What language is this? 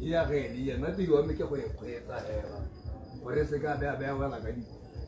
Tswana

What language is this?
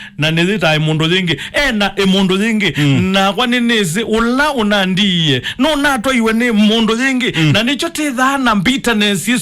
Kamba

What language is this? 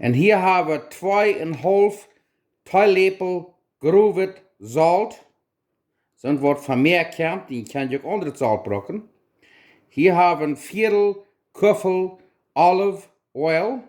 Plautdietsch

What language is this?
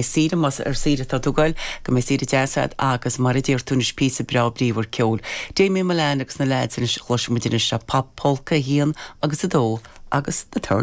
Irish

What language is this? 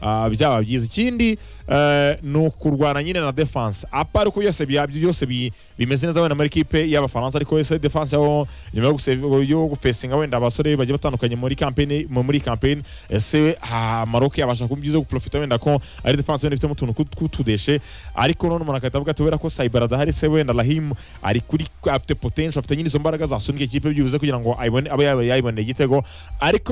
Kinyarwanda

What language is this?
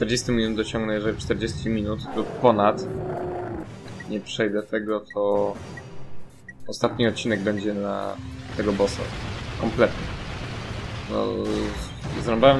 Polish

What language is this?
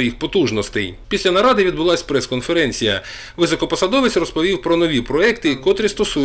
Ukrainian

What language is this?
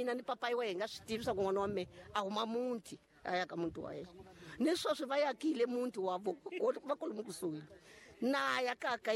Tsonga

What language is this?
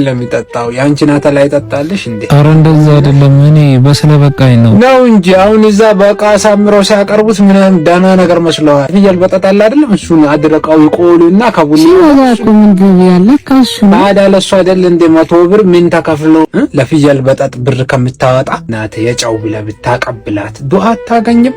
Amharic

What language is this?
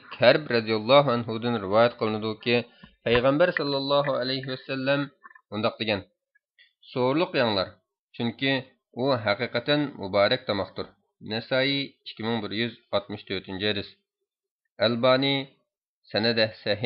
Uyghur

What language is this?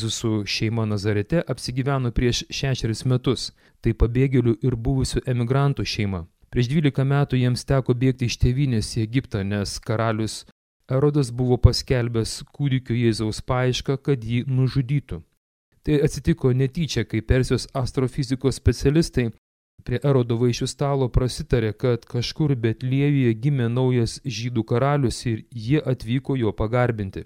Lithuanian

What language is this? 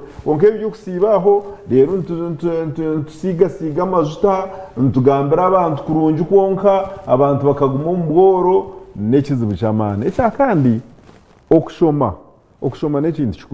Nyankole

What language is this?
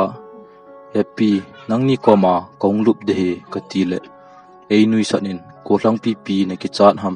Thado Chin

